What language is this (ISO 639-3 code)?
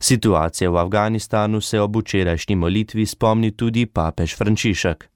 slv